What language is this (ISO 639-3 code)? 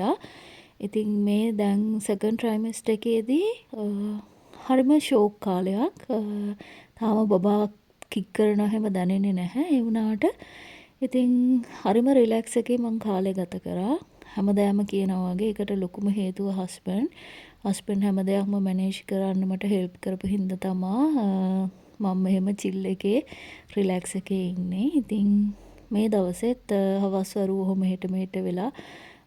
sin